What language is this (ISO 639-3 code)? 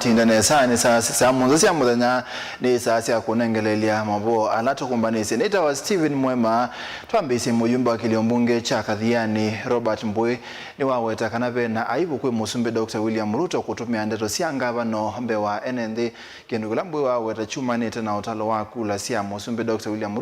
kam